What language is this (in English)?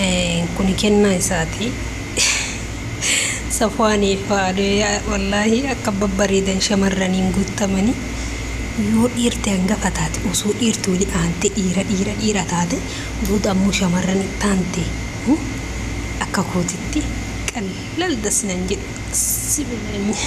Oromo